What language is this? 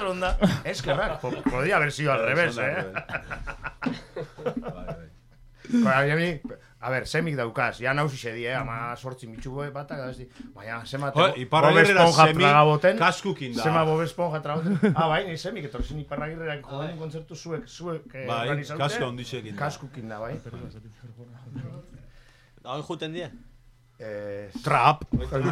Basque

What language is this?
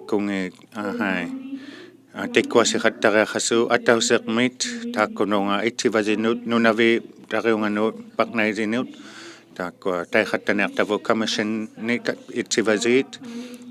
Inuktitut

